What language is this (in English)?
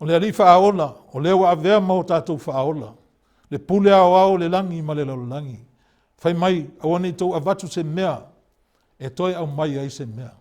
Samoan